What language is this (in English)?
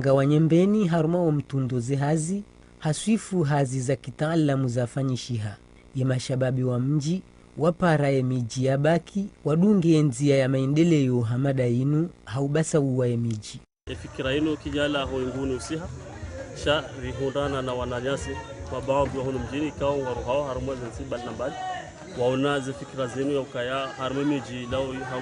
Ngazidja Comorian